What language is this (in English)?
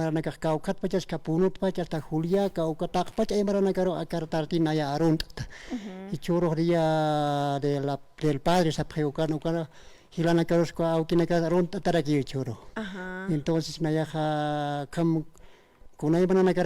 Aymara